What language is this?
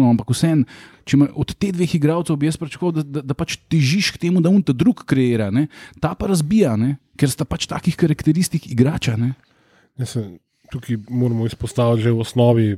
Slovenian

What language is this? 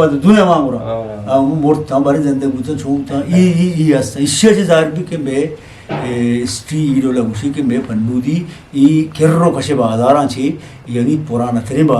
Eastern Balochi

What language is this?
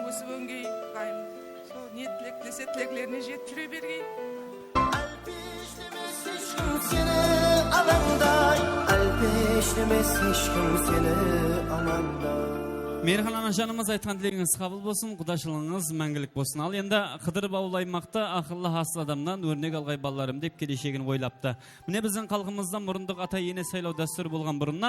Kara-Kalpak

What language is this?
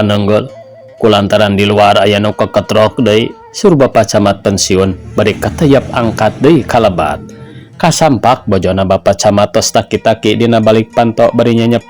Sundanese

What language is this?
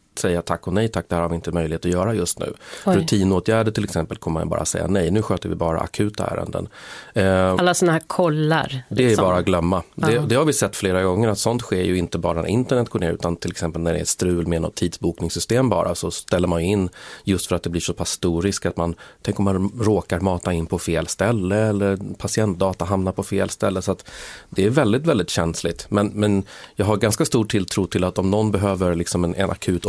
Swedish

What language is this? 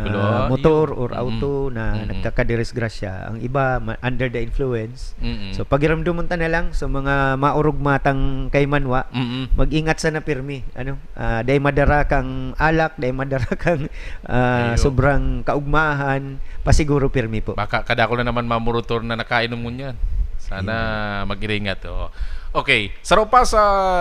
Bikol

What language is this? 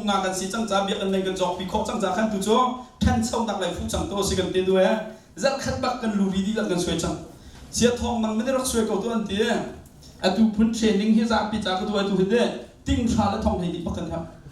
Hakha Chin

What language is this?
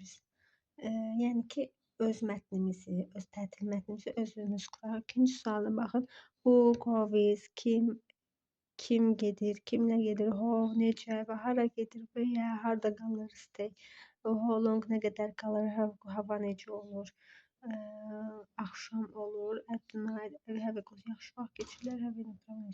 Azerbaijani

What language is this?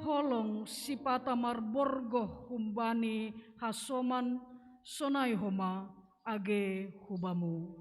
Batak Simalungun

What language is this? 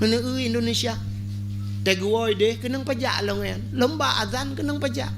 Achinese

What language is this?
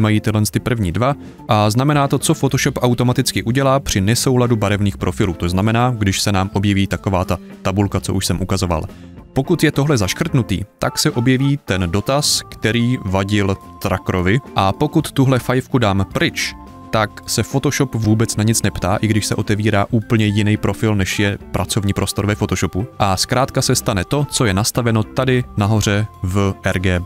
Czech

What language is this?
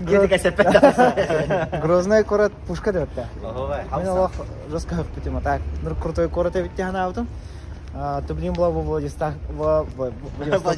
Yakut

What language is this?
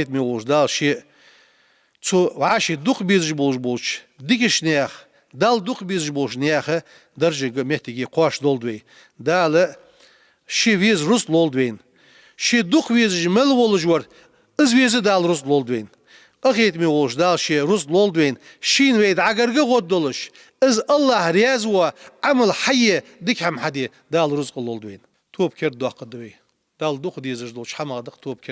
Ingush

